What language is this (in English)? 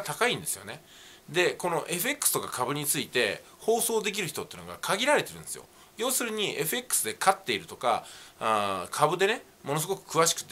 Japanese